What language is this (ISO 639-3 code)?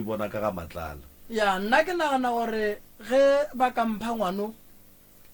nso